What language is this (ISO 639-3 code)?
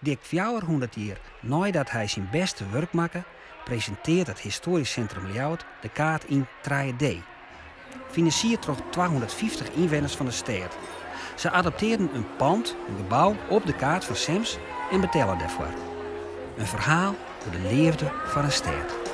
fry